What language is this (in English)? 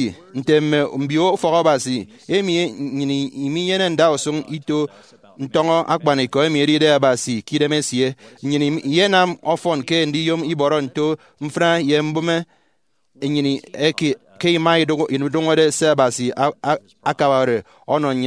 Efik